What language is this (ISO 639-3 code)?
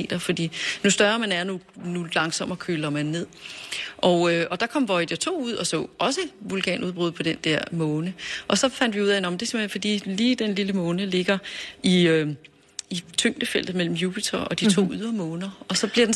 dan